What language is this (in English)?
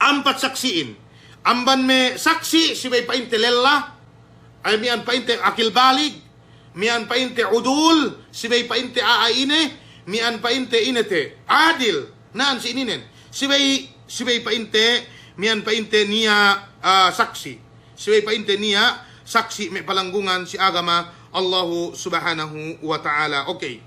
Yakan